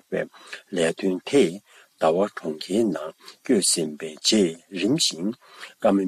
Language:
Tibetan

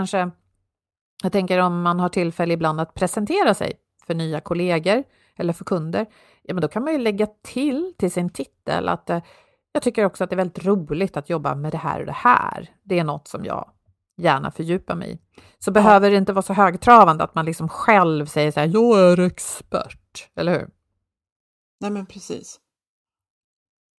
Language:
Swedish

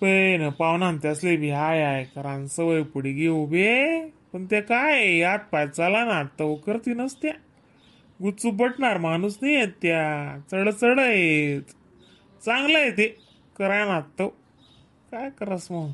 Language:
Khandesi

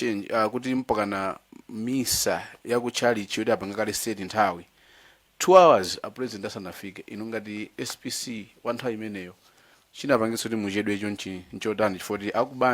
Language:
Nyanja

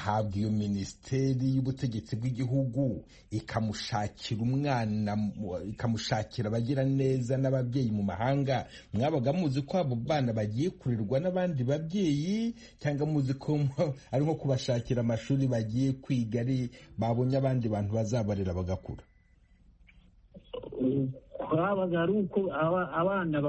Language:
Kinyarwanda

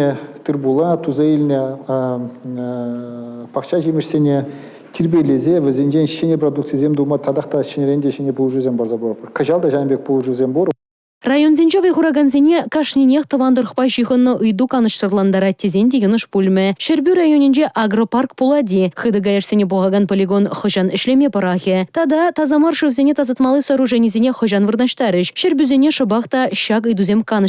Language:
Chuvash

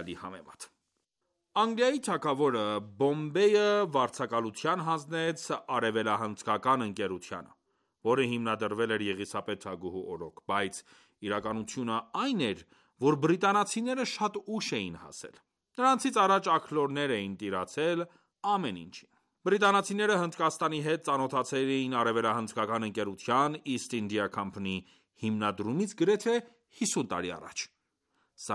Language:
Armenian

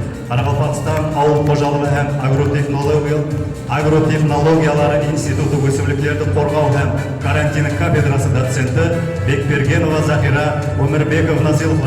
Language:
Kara-Kalpak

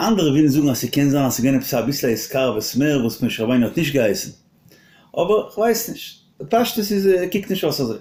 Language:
Yiddish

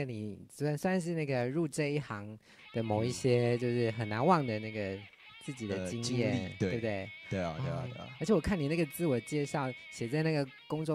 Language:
Chinese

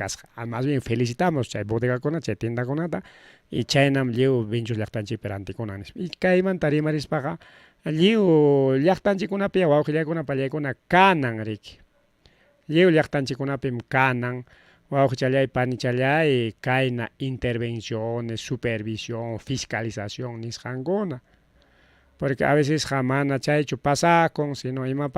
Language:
Ayacucho Quechua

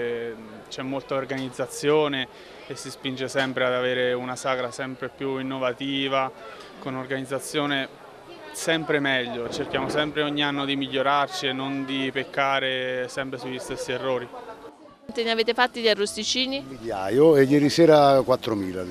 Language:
Italian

